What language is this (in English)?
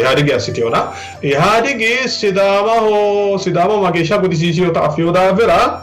Sidamo